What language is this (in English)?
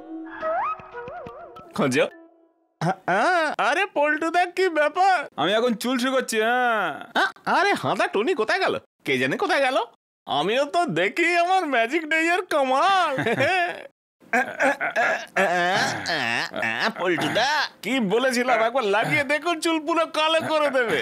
Bangla